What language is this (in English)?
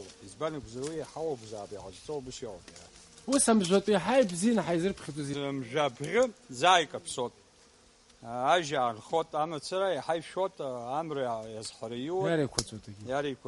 Abkhazian